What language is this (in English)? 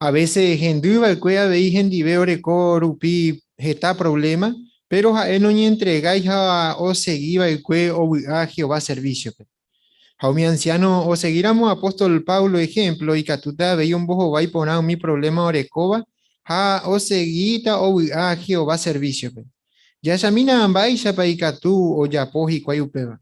Guarani